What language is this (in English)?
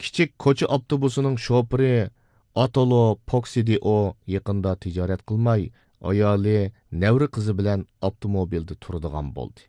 Uyghur